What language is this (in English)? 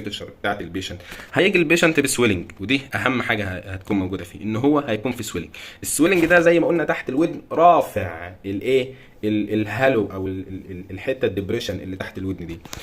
Egyptian Arabic